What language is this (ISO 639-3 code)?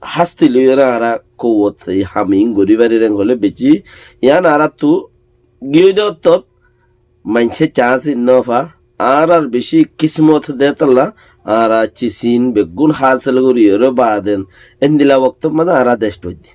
rhg